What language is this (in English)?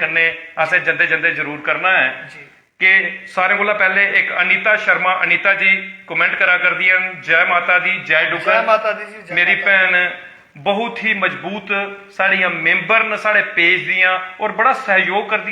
Dogri